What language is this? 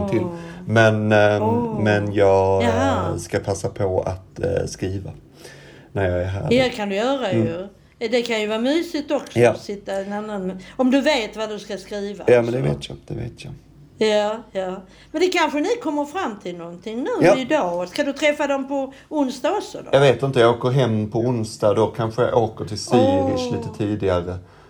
Swedish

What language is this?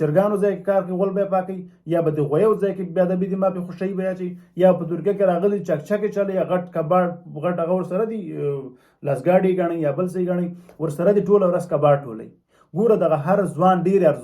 Pashto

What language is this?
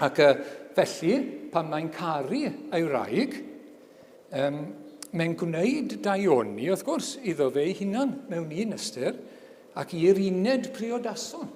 Welsh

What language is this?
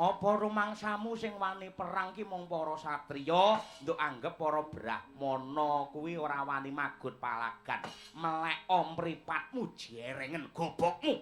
Javanese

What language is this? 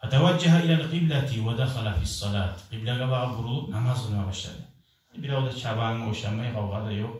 Kumyk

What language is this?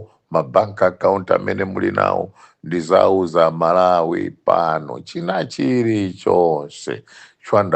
Nyanja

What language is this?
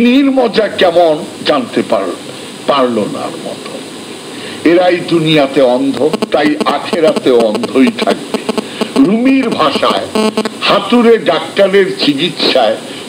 Bangla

